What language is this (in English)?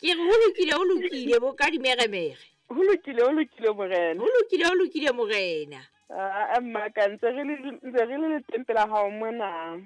Southern Sotho